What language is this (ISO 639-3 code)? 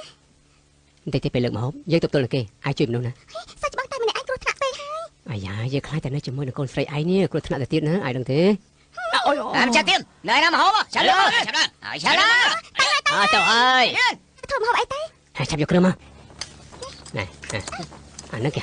khm